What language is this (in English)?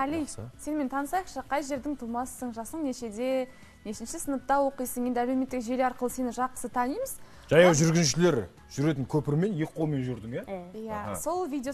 Kazakh